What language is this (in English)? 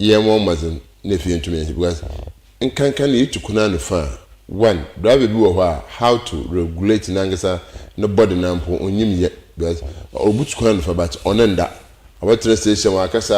Akan